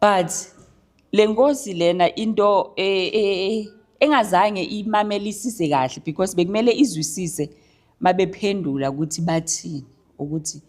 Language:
Zulu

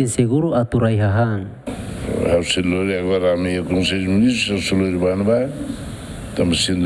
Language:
Tetum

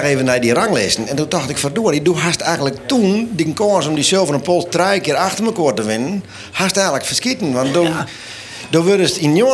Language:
Western Frisian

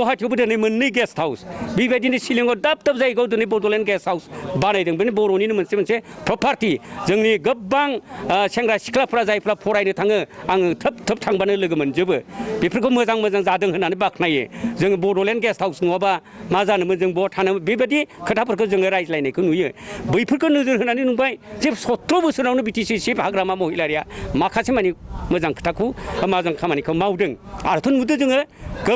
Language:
Bodo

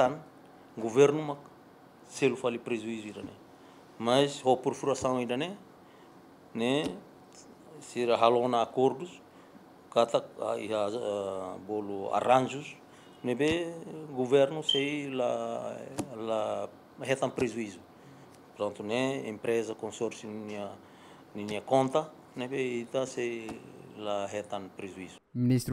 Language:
Tetum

